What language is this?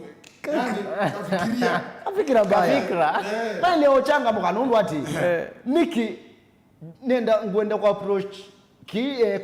Kamba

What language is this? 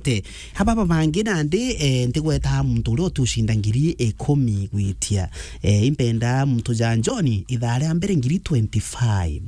Meru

